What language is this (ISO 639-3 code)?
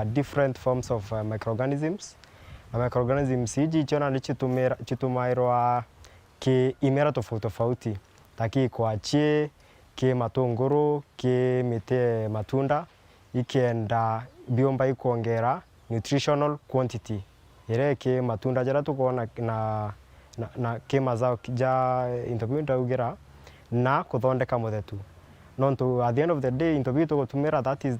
mer